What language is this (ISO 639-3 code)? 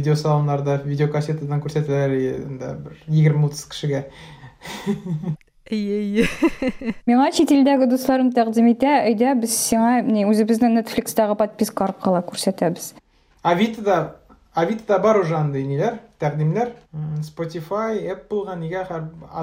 tat